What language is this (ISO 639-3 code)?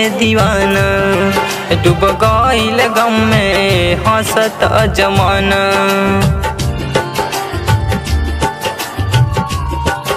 bho